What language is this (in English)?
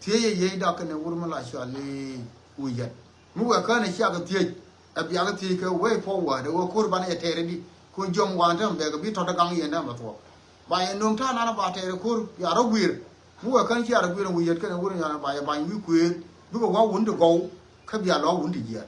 Nuer